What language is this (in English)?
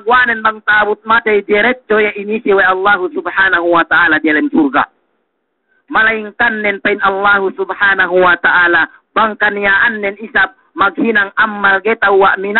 Yakan